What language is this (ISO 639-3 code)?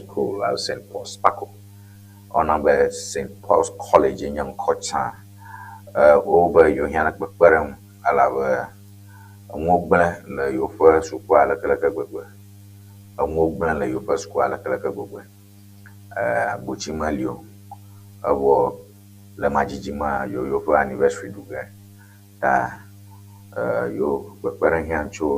ewe